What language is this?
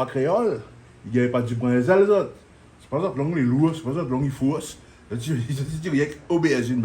Réunion Creole French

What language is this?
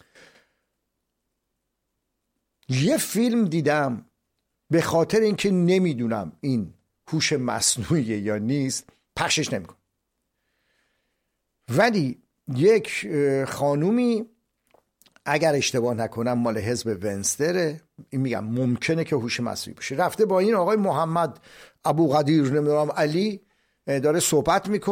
Persian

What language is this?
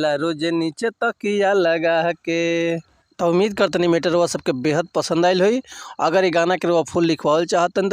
Bhojpuri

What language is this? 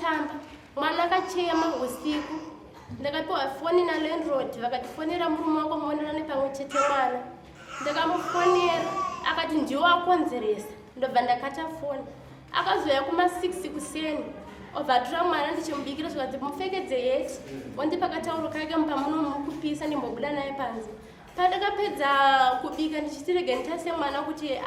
Shona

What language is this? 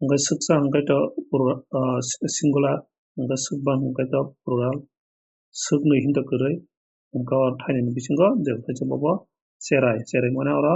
Kok Borok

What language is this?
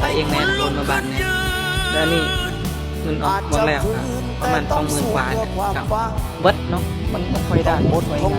Lao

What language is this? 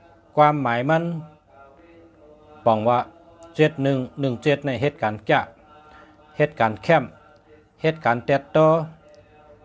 Shan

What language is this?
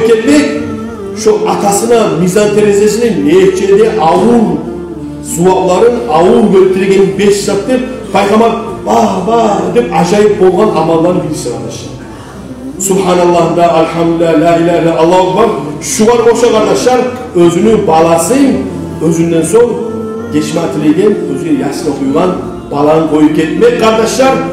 Kumyk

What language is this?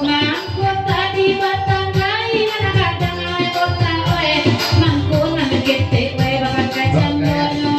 Minangkabau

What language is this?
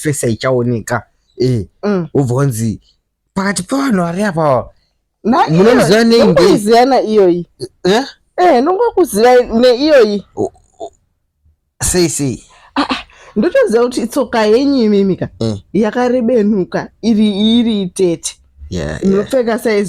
Shona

